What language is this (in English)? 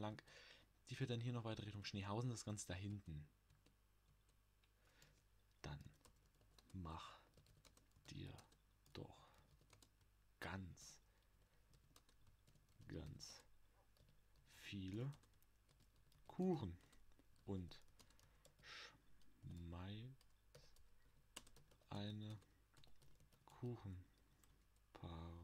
German